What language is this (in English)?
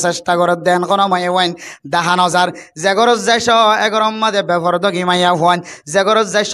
Rohingya